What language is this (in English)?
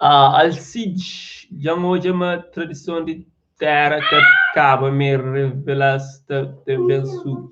Kabuverdianu